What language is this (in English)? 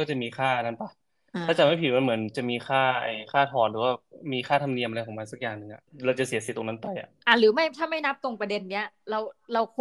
Thai